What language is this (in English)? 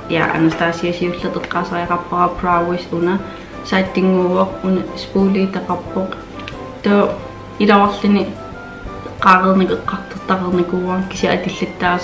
Kalaallisut